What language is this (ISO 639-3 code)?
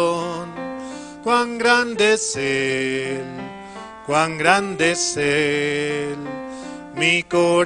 aym